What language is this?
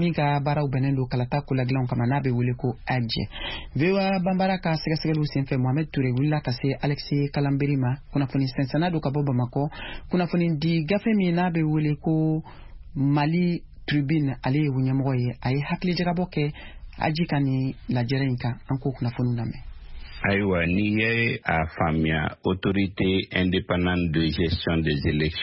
Bambara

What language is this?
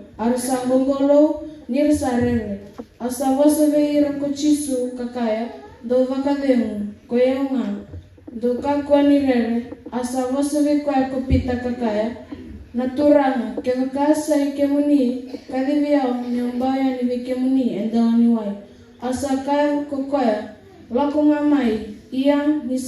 Fijian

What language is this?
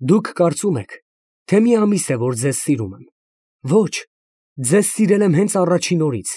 Armenian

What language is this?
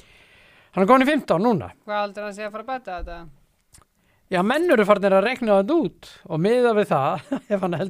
Icelandic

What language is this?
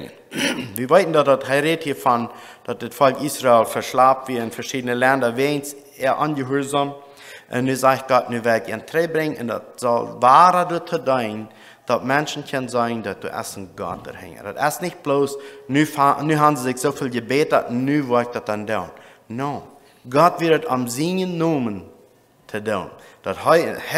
Plautdietsch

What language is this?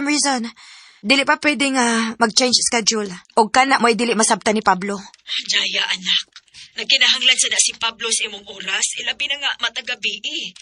Cebuano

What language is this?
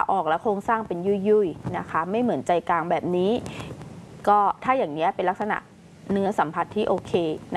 Thai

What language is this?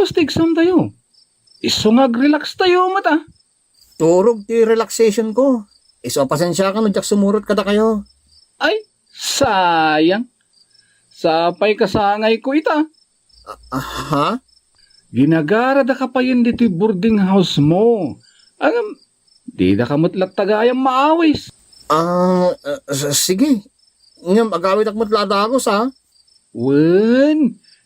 Iloko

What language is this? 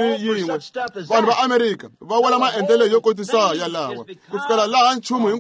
Tsonga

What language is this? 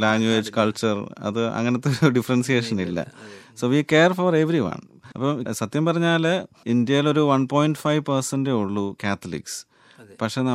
Malayalam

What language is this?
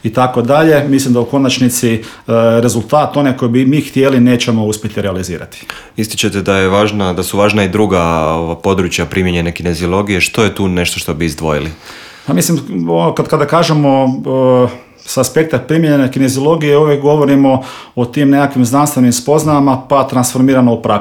Croatian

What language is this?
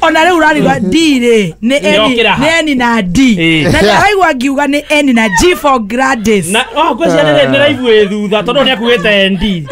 Kikuyu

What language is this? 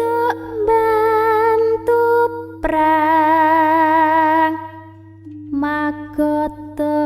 Javanese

